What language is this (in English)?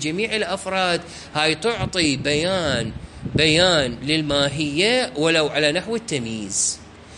Mesopotamian Arabic